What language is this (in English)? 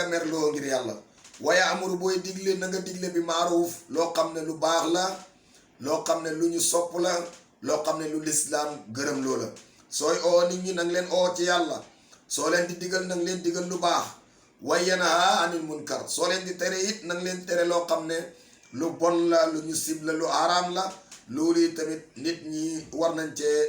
Wolof